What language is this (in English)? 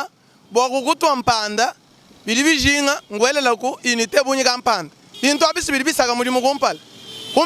Luba-Lulua